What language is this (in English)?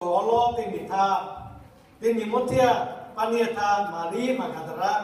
Lahu